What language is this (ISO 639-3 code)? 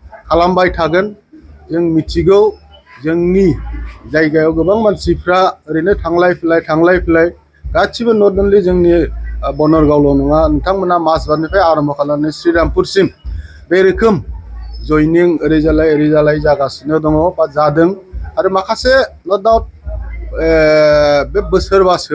brx